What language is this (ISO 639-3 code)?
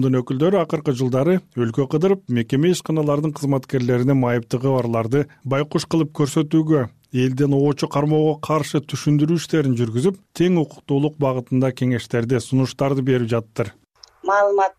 kir